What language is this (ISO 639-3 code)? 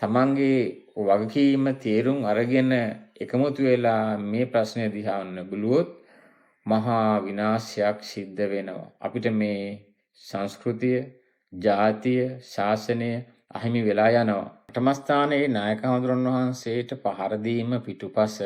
sin